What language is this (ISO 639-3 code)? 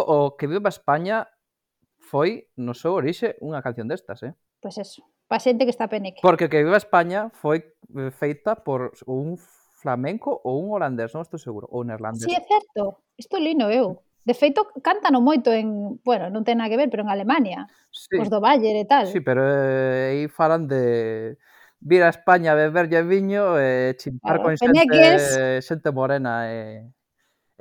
glg